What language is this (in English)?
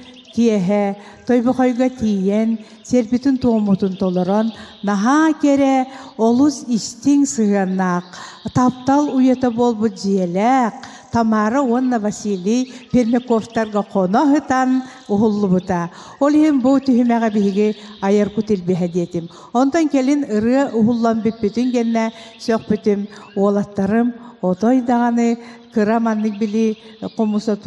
Yakut